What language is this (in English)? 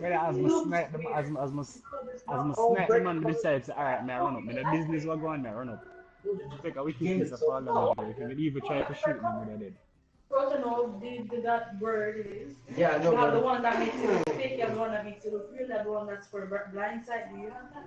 Jamaican Creole English